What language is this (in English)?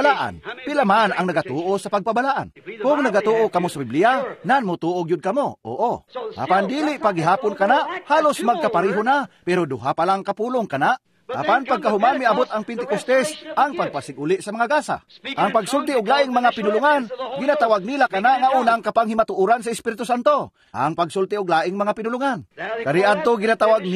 Cebuano